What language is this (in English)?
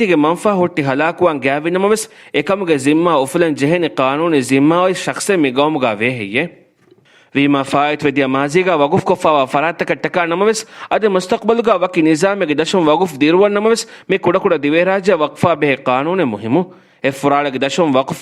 Divehi